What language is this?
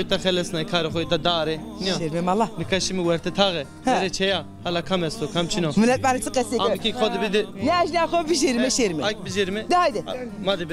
Zaza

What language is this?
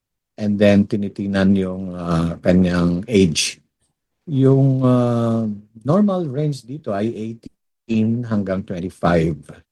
Filipino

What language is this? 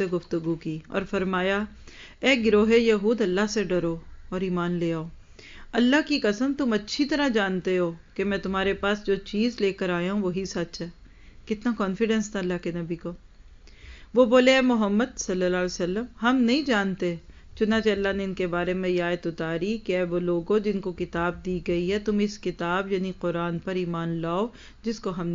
Urdu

